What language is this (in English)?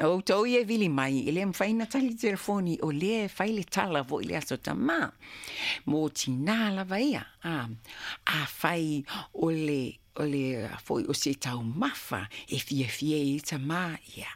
Samoan